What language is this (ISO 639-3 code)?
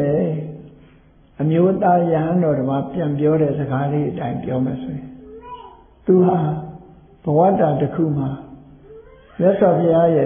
mya